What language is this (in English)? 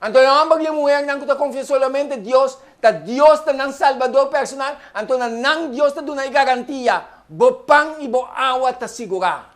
Papiamento